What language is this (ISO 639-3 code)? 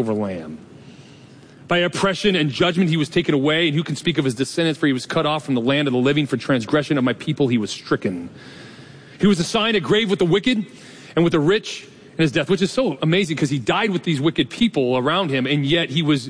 eng